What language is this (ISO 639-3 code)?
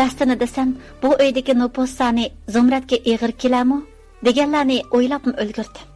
uig